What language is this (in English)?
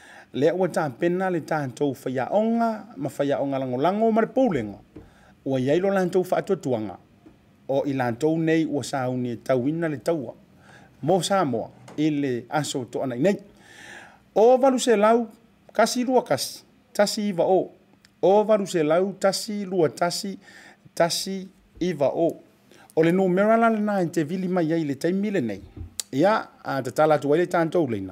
Samoan